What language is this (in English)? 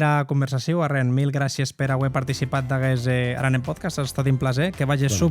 Occitan